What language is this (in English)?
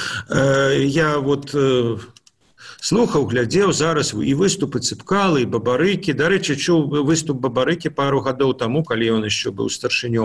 Belarusian